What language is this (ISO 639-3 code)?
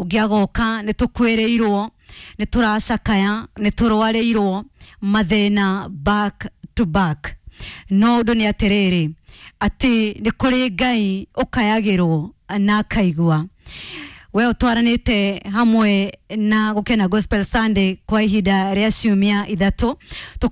kik